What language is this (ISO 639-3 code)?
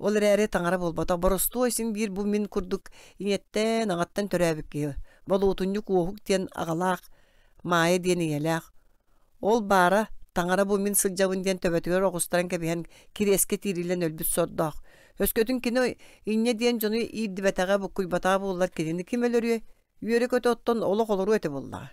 sah